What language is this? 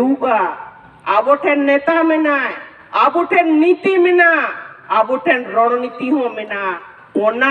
Santali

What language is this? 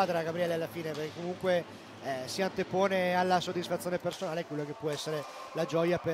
Italian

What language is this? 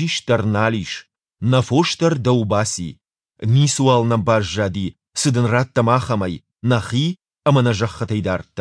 Ossetic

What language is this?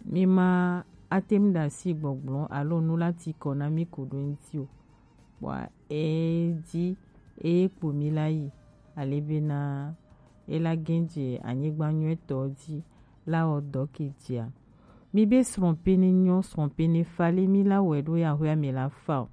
Gen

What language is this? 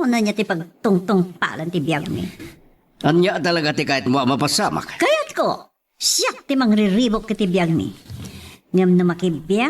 Iloko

